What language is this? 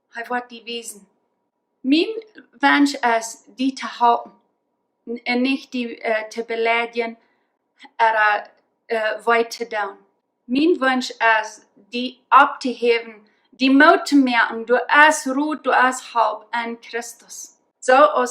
Plautdietsch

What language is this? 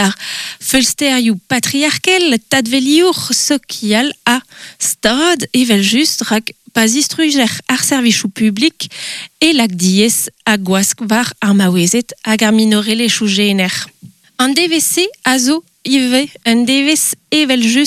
Breton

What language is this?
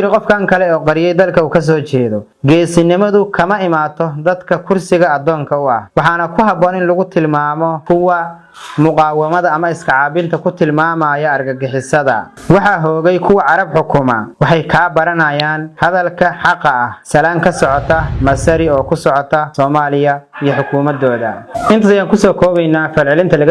Somali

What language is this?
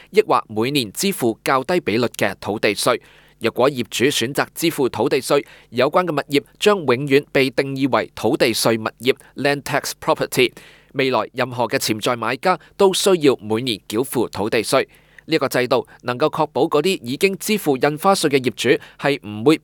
Cantonese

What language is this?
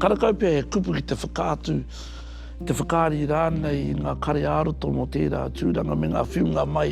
Māori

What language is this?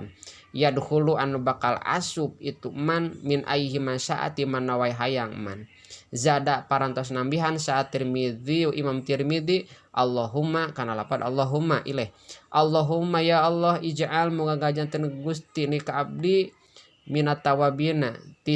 Sundanese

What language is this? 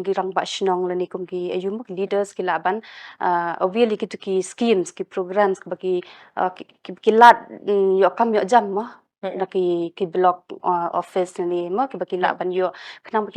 Khasi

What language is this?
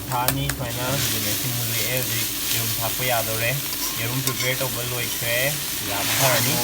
Manipuri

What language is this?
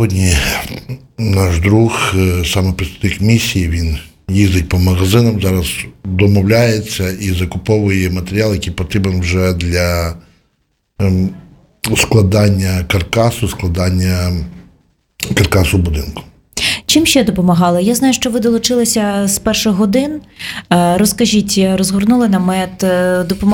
Ukrainian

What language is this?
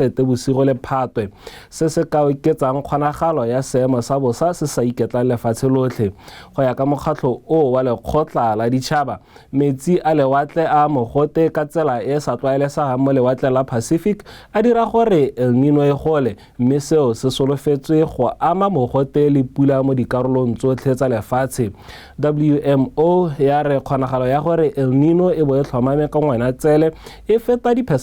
Tswana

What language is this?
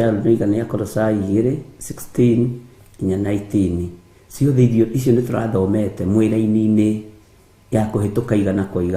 Kikuyu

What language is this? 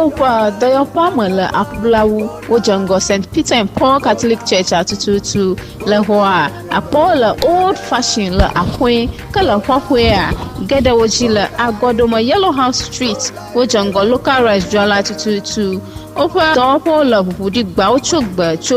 Ewe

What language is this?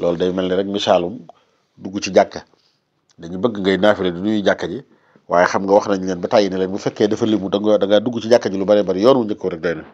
Wolof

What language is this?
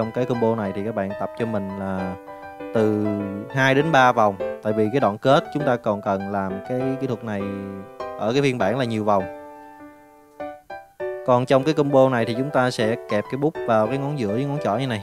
Vietnamese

